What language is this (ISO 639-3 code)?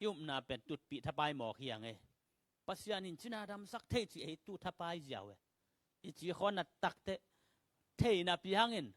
ctd